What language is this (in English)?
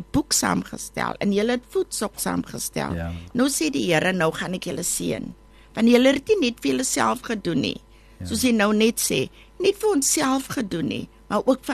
Afrikaans